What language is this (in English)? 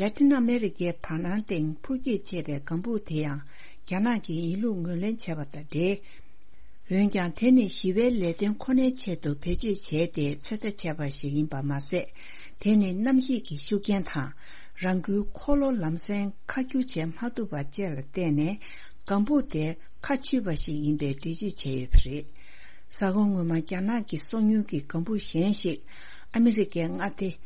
Tibetan